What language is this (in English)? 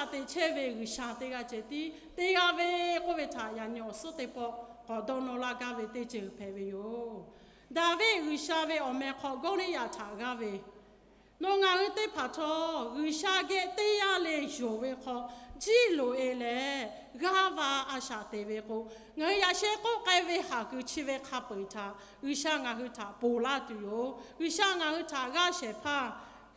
Lahu